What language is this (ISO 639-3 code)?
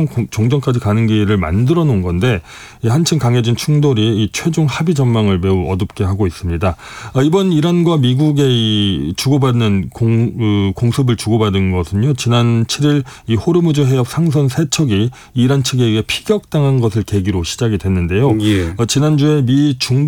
kor